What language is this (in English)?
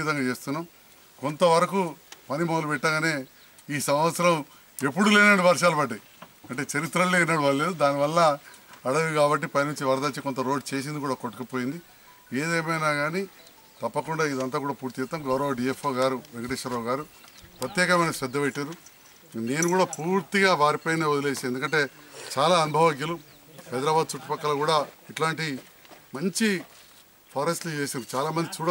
Telugu